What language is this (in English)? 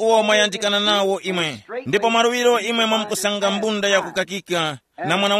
Tumbuka